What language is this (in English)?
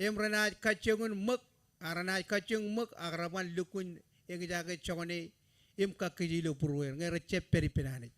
Marshallese